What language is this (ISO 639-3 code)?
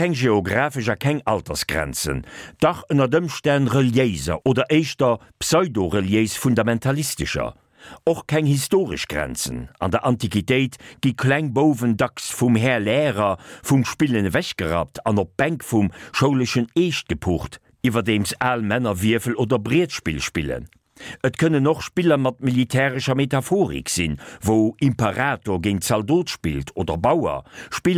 ltz